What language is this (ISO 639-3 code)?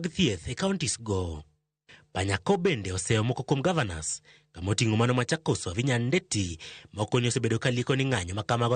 luo